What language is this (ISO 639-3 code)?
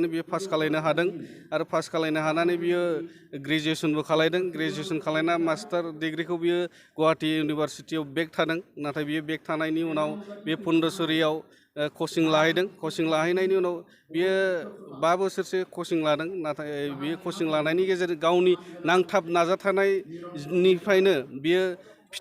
brx